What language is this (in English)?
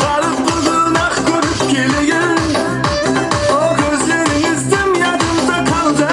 Kara-Kalpak